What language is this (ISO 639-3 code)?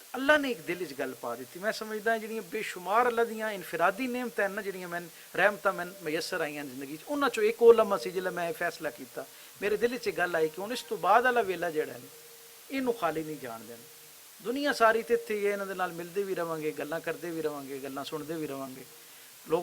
lah